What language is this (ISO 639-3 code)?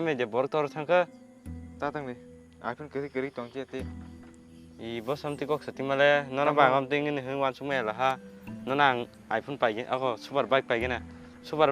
trp